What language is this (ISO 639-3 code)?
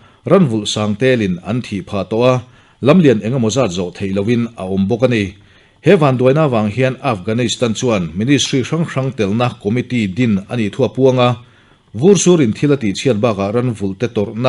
lus